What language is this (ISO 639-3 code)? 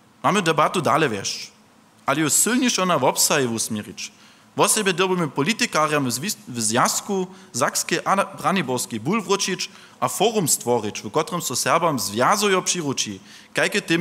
hsb